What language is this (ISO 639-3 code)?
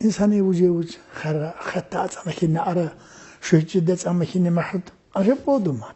tkr